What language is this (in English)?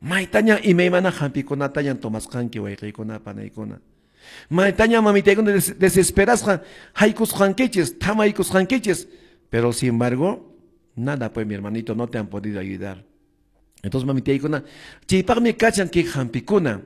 Quechua